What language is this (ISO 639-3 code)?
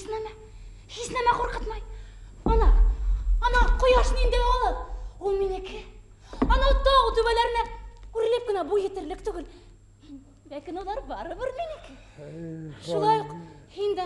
bak